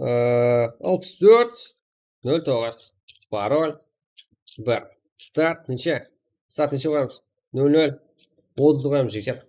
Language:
Kara-Kalpak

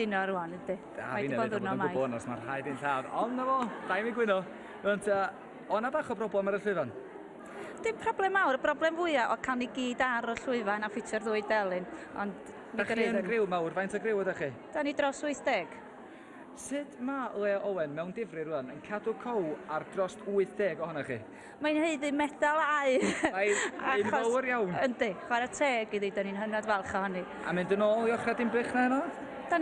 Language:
Welsh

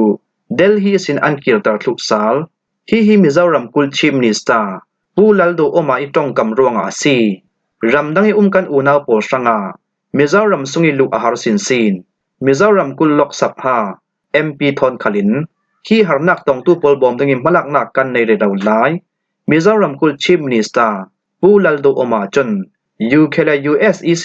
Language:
Falam Chin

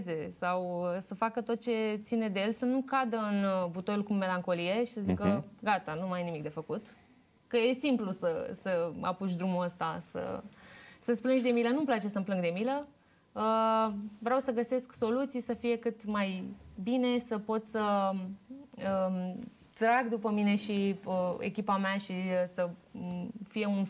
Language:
Romanian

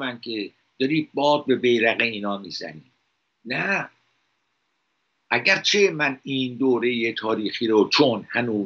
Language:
Persian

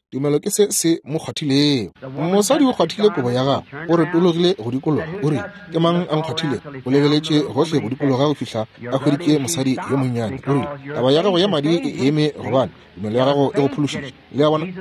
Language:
Northern Sotho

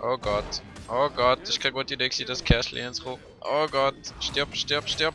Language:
Swiss German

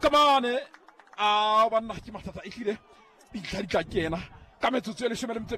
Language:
Southern Sotho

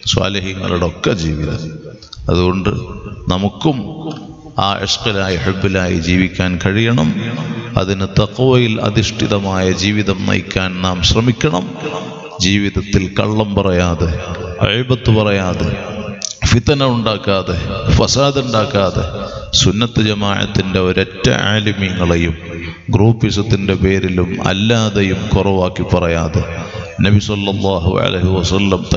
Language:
Malayalam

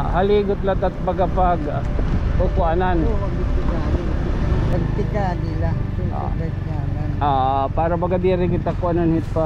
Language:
Waray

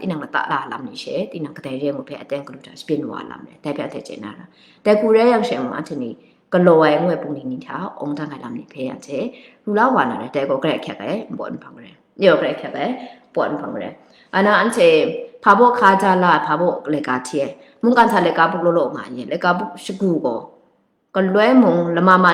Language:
Kachin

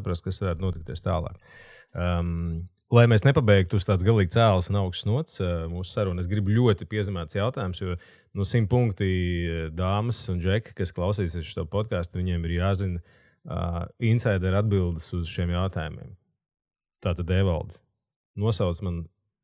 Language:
Latvian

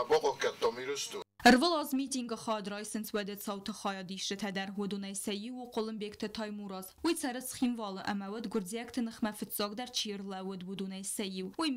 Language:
Ossetic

